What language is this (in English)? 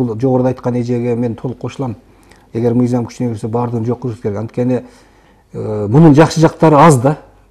Kyrgyz